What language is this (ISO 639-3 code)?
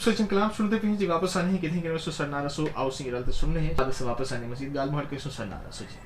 skr